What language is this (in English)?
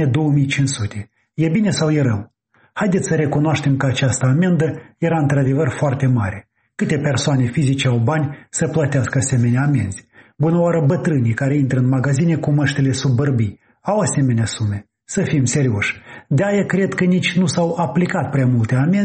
Romanian